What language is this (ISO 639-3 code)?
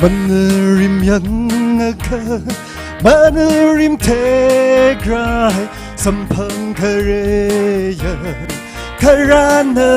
nmf